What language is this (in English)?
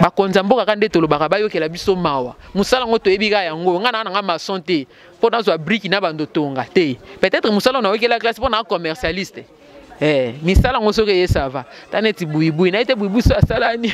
Lingala